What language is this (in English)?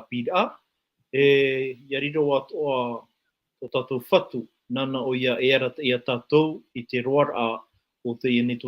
Tahitian